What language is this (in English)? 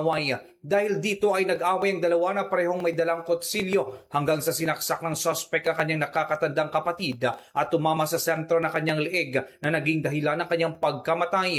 Filipino